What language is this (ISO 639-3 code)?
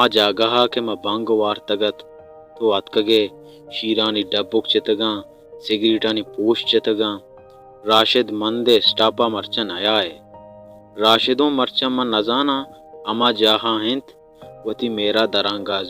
bal